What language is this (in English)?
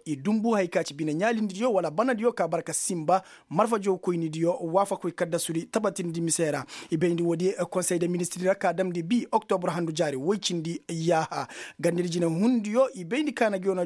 Koyraboro Senni